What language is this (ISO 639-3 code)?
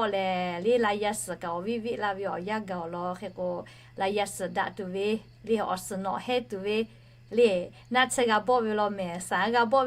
lhu